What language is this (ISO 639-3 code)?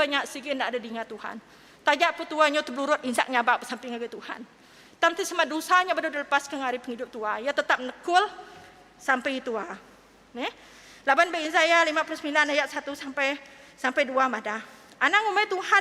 iba